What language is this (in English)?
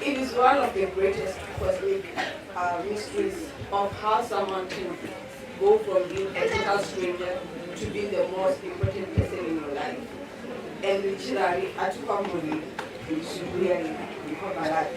Venda